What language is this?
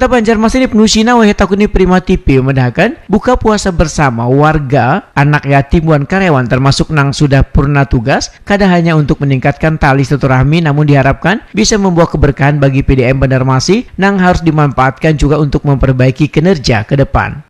Banjar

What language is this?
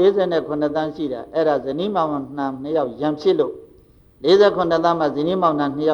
Burmese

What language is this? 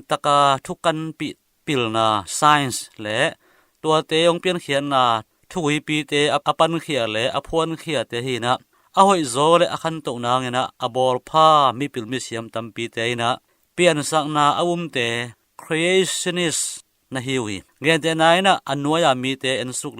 Tedim Chin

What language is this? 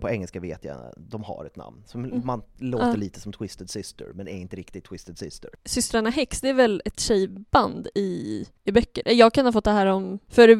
Swedish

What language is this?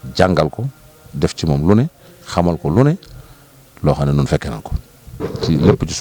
Wolof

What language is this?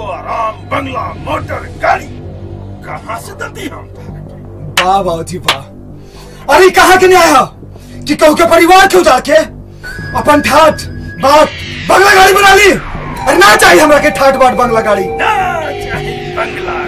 Bhojpuri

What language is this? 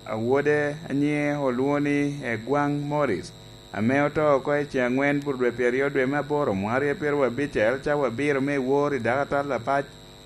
Lango (Uganda)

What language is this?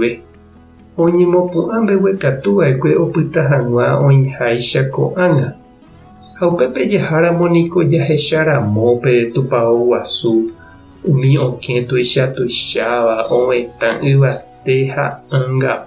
Guarani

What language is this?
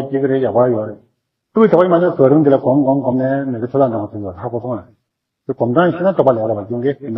Tibetan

